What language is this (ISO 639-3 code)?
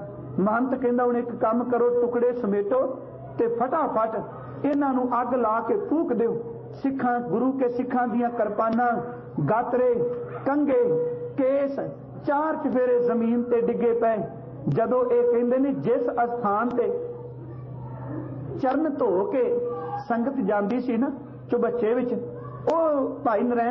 pan